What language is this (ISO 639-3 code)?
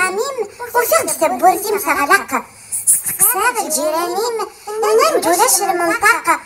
kab